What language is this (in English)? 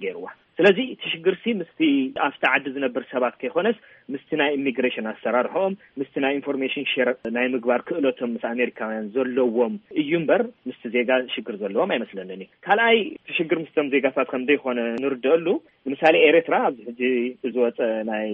Tigrinya